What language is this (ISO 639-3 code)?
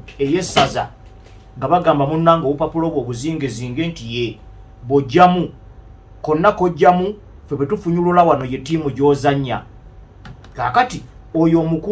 lug